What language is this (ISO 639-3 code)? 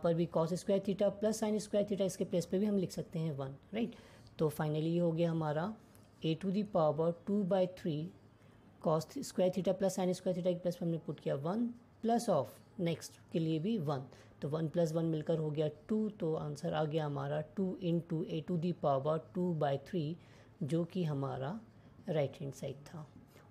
hin